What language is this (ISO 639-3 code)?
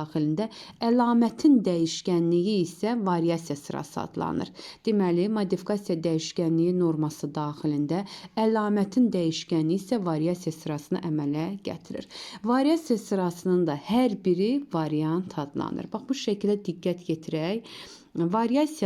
aze